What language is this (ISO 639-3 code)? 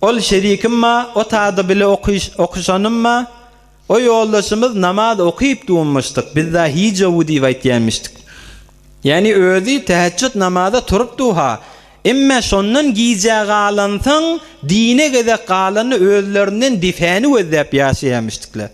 tuk